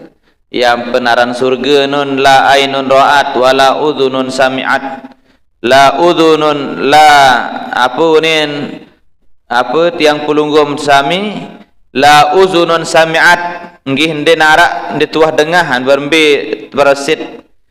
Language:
Sasak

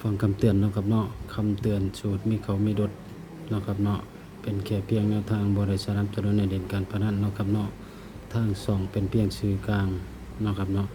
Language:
Northeastern Thai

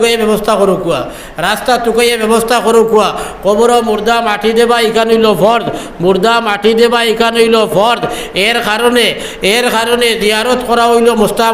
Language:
Sylheti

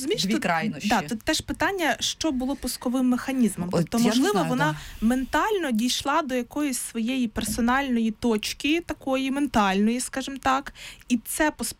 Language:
Ukrainian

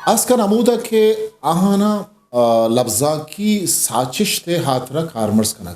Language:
Eastern Balochi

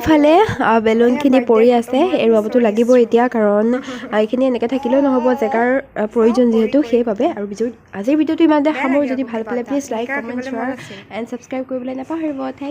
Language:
Assamese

